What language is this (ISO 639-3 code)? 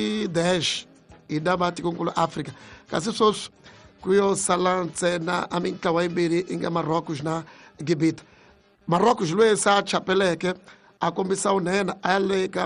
tso